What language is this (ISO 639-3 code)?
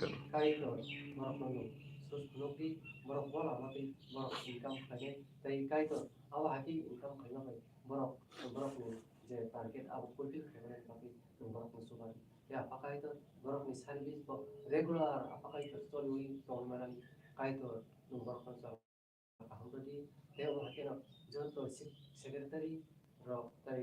trp